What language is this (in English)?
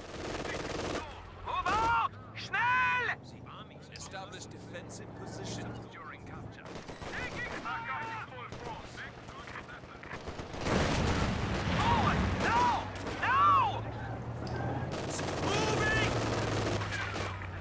English